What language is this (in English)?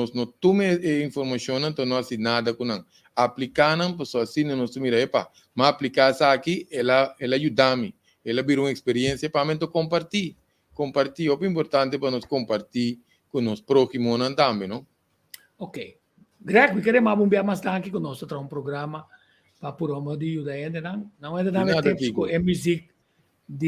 Papiamento